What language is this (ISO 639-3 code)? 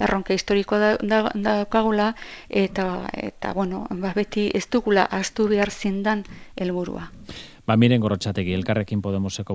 eus